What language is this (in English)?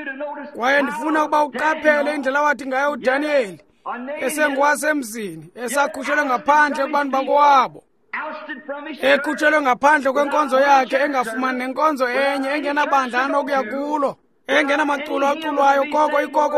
Xhosa